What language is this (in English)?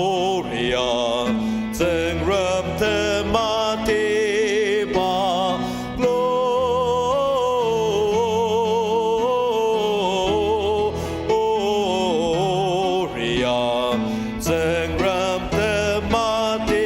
Ao Naga